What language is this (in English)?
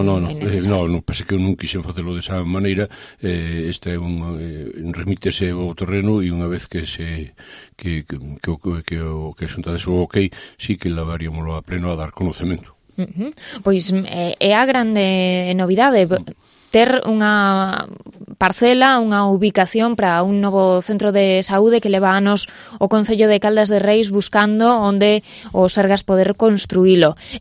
Galician